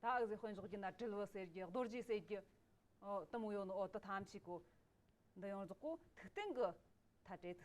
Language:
Amdo Tibetan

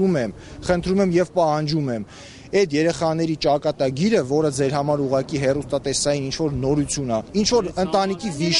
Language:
Armenian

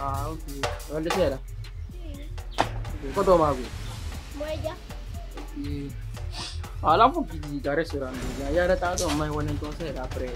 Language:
Pular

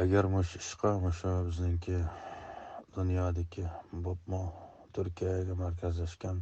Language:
Uyghur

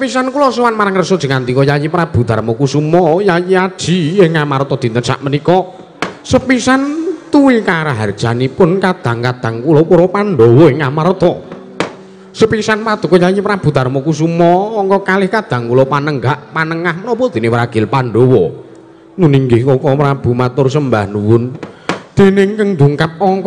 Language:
Javanese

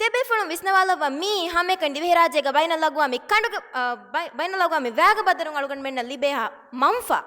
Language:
Divehi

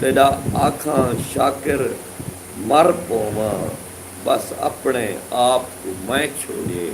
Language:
Saraiki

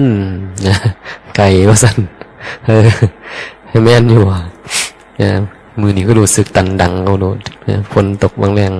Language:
Northeastern Thai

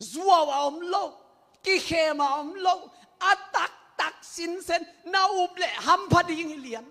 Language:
Tedim Chin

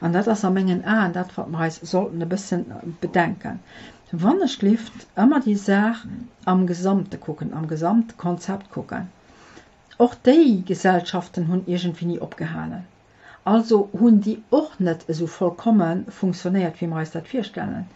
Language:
Luxembourgish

